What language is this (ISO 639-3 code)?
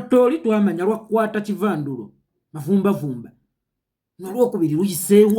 lug